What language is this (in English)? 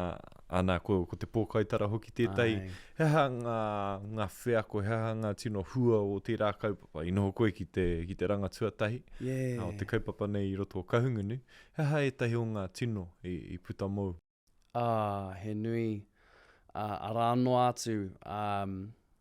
Māori